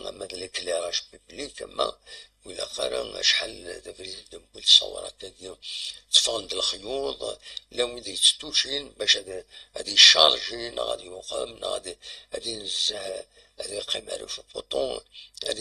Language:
Kabyle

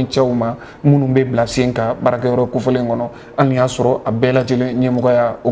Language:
Bambara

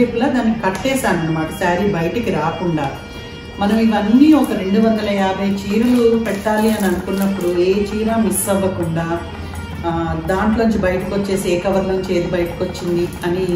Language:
Telugu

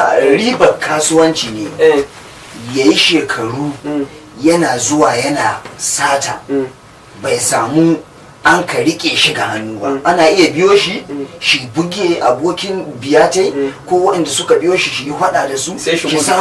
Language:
Hausa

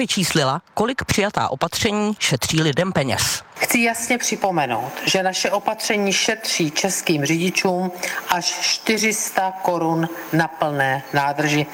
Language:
Czech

